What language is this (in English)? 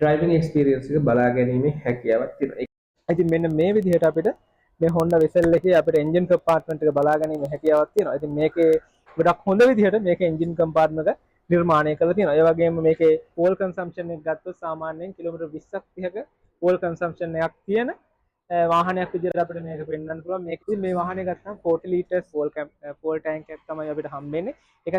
Sinhala